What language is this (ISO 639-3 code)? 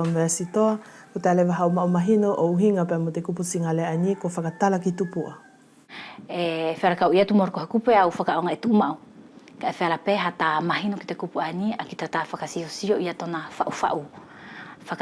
wls